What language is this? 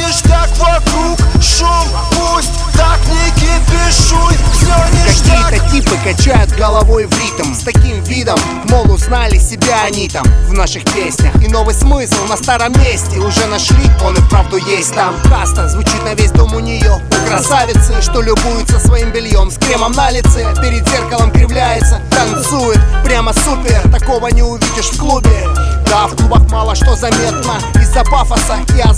Russian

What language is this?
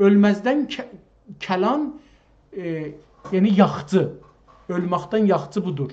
South Azerbaijani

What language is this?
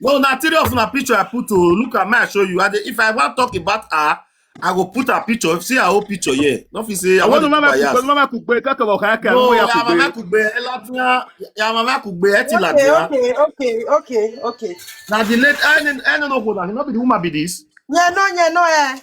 Nigerian Pidgin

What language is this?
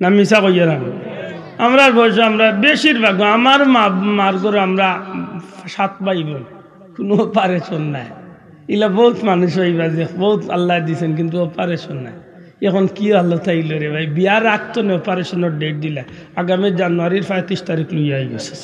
Sylheti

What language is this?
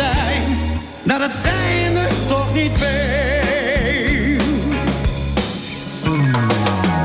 Dutch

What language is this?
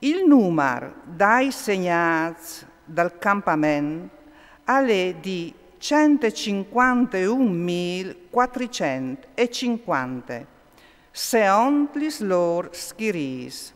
Friulian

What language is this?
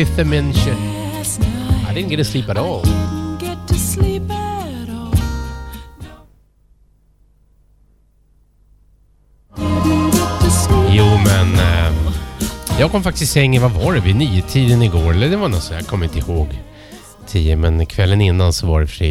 Swedish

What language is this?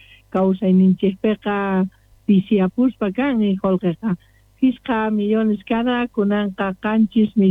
South Bolivian Quechua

